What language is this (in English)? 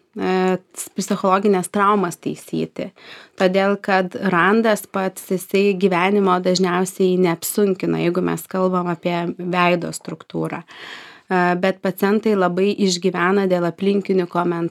Lithuanian